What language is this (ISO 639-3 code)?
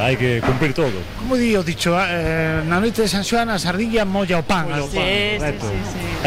glg